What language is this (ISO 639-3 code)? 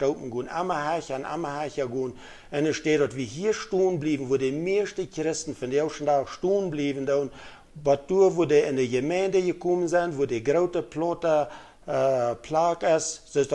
pdt